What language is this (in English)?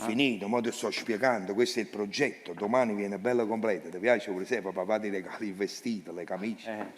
Neapolitan